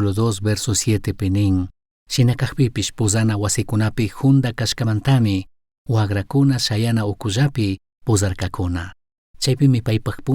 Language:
Chimborazo Highland Quichua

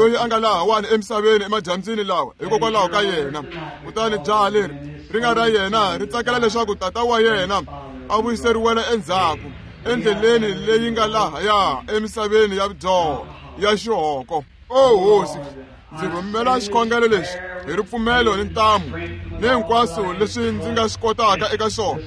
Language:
Tsonga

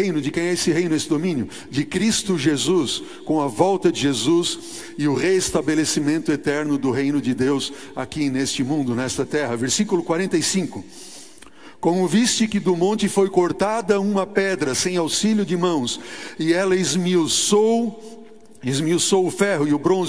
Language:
Portuguese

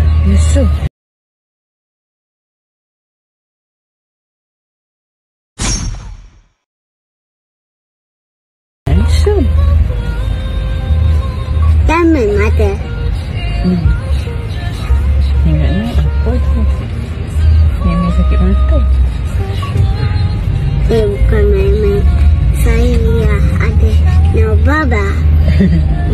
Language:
Malay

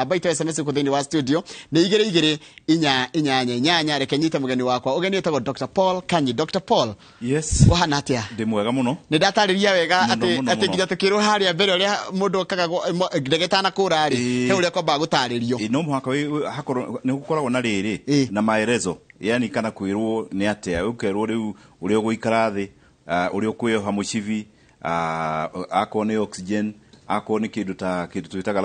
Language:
Kikuyu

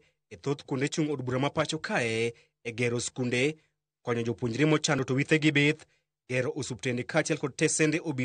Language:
Luo (Kenya and Tanzania)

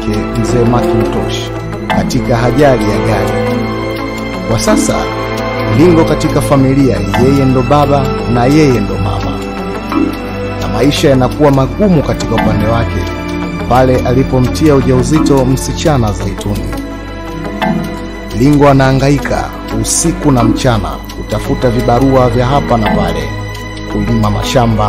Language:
Swahili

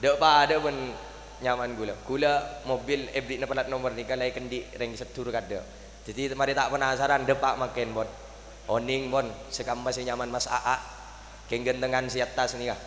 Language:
Madurese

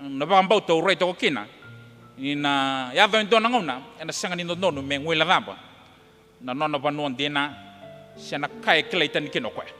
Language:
Fijian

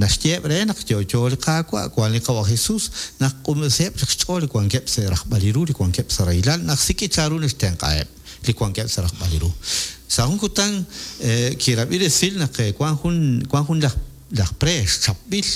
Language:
Kekchí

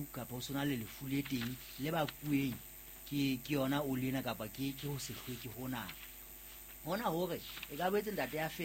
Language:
Southern Sotho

